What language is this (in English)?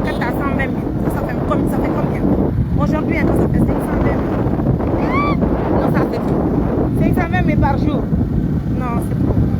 Pular